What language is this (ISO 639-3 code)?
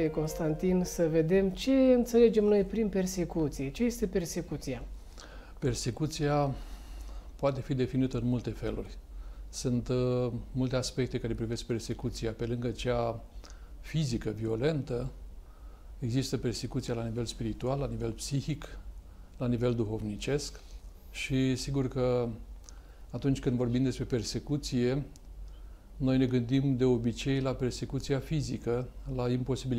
ron